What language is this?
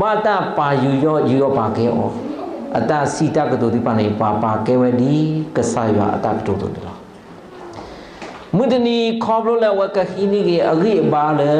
S'gaw Karen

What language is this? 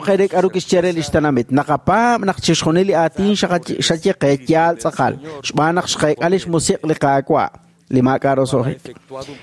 Kekchí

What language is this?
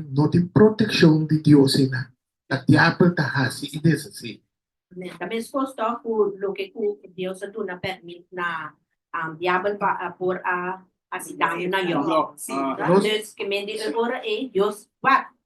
Papiamento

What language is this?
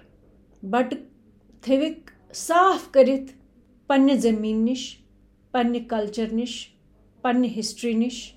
Kashmiri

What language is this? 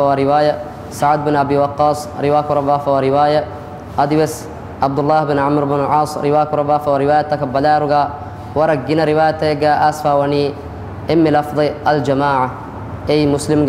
Divehi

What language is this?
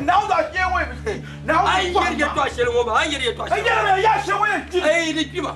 Dagbani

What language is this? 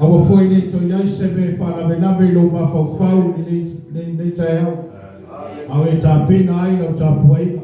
Samoan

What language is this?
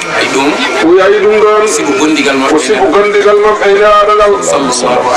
Fula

